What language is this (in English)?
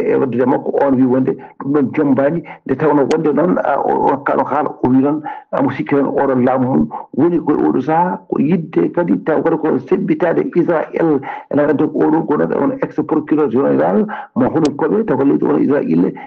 Fula